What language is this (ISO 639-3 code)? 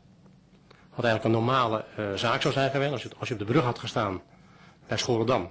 nld